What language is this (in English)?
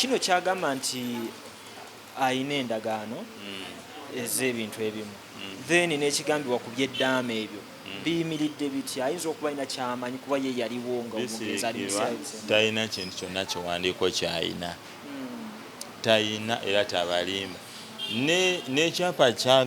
Ganda